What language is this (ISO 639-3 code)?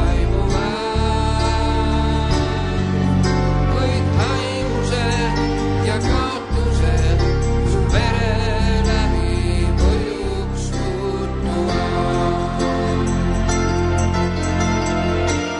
est